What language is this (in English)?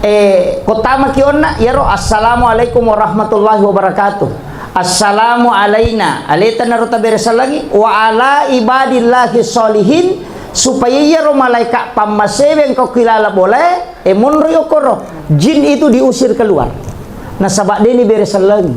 Buginese